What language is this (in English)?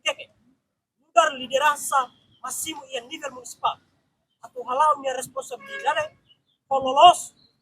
Tetum